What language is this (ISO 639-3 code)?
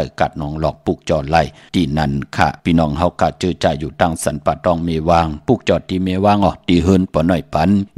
shn